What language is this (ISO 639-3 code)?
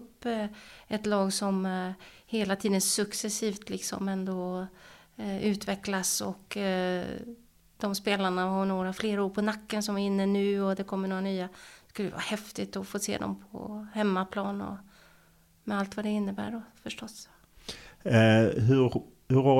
swe